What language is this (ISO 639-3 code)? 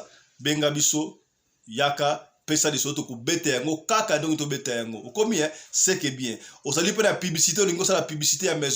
lin